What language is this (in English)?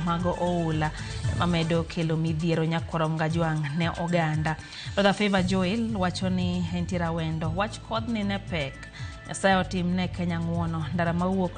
Luo (Kenya and Tanzania)